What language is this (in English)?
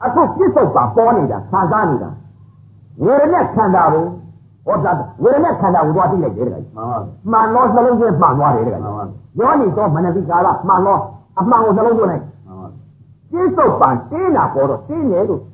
Burmese